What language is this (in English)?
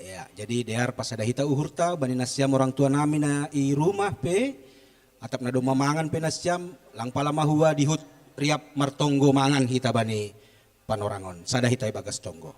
Batak Simalungun